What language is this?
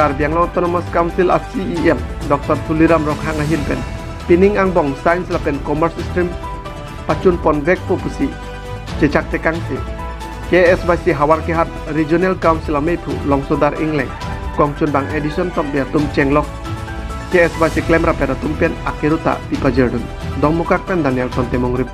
Karbi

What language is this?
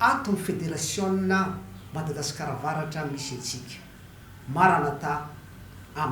Malagasy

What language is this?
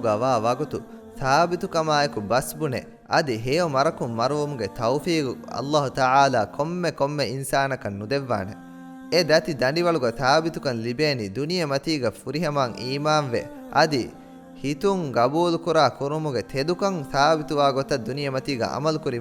Divehi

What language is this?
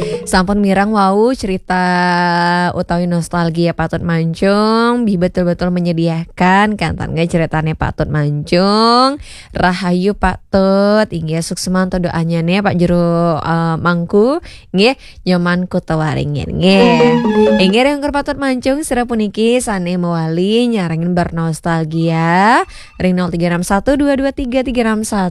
Balinese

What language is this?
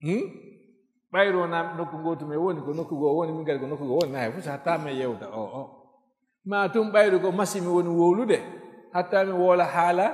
Fula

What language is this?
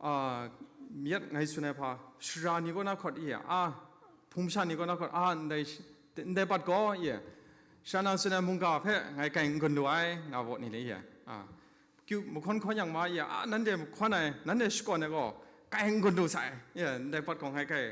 Kachin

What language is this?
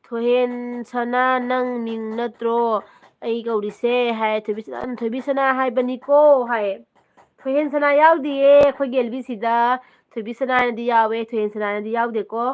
Manipuri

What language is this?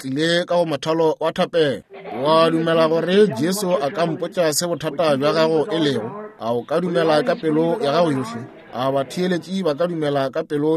Northern Sotho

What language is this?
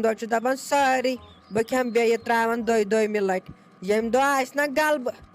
Kashmiri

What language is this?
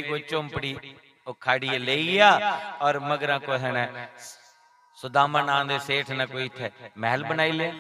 Dogri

